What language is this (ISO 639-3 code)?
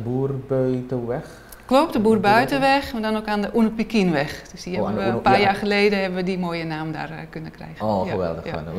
nld